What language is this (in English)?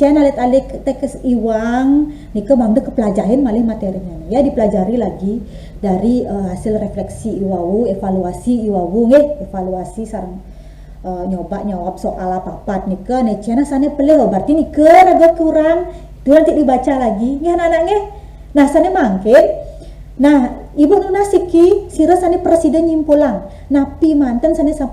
Balinese